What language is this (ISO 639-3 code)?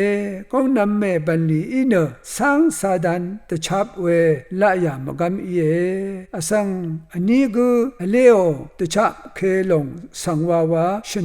raw